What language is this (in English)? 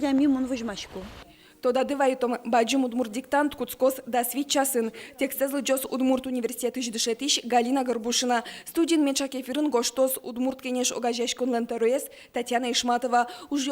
Udmurt